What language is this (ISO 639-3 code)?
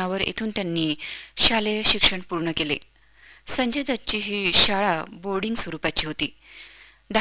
mar